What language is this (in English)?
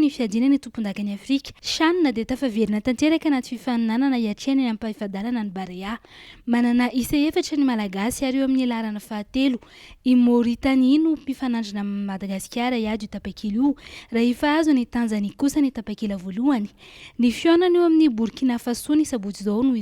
Malagasy